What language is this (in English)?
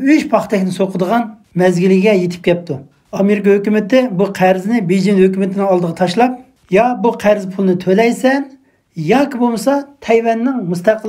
Uyghur